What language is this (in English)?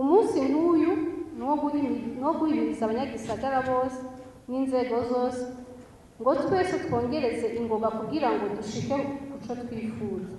Rundi